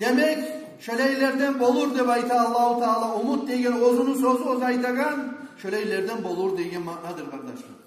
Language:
Kumyk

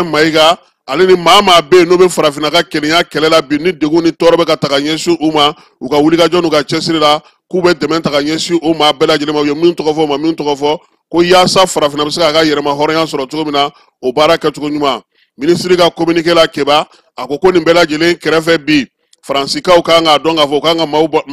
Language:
Bambara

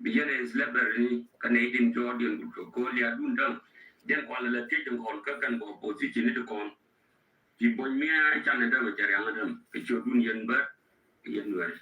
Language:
Nuer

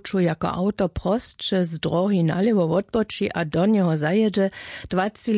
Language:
Upper Sorbian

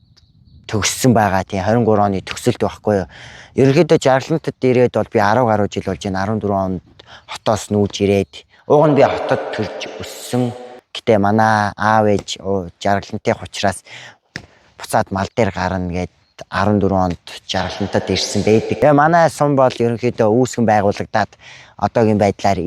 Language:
Mongolian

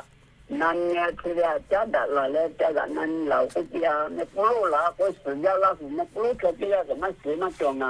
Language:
Lahu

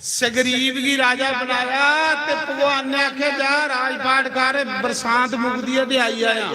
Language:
Dogri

